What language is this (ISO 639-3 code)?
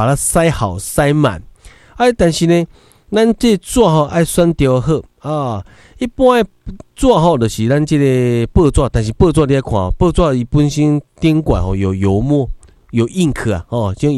nan